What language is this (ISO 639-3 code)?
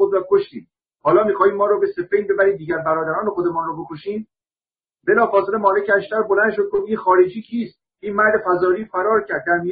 fas